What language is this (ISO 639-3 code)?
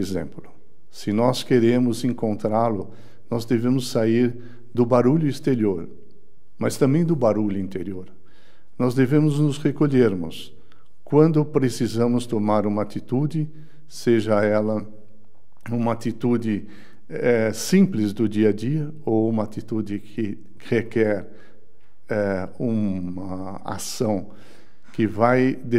por